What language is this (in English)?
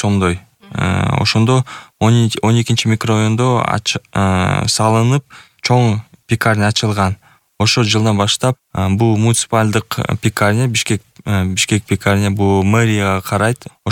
Kyrgyz